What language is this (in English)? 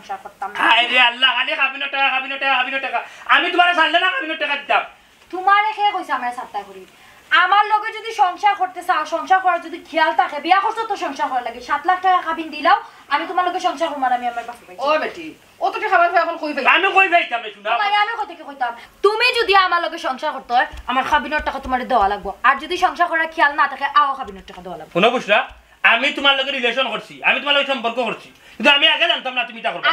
Sylheti